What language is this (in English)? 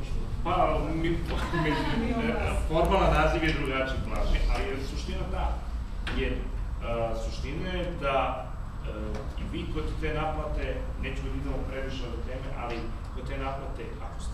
Serbian